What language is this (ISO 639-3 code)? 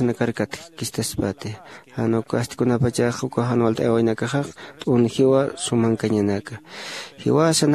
aym